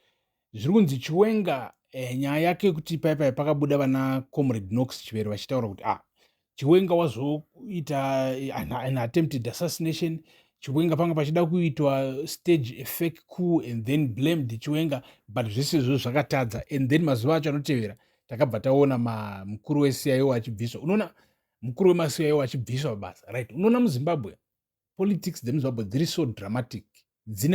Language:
Shona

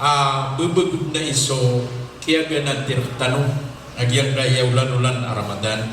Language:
Maranao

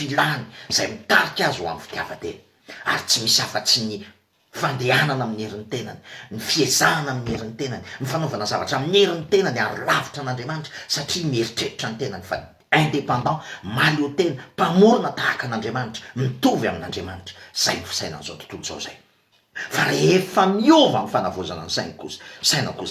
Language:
Malagasy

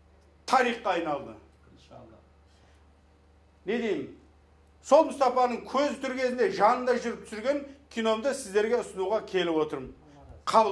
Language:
Kazakh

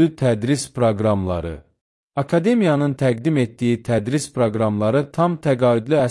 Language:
Azerbaijani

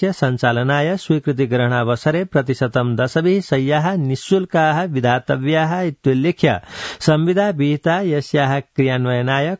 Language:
Sanskrit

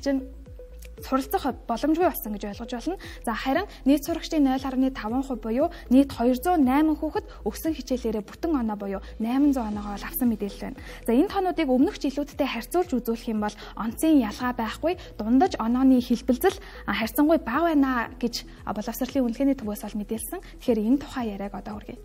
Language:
Mongolian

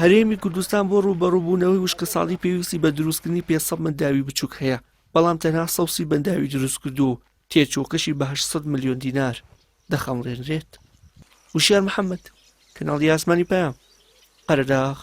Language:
Central Kurdish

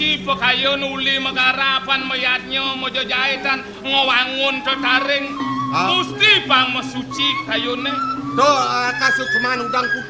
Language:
Balinese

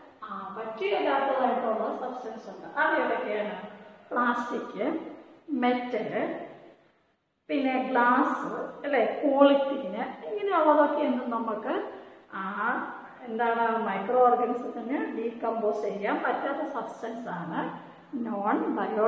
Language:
Malayalam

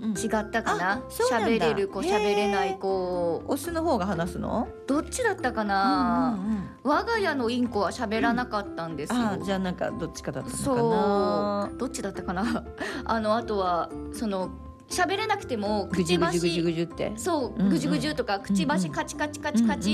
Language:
Japanese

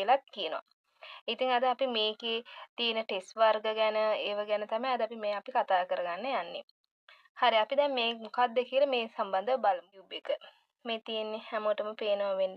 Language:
Sinhala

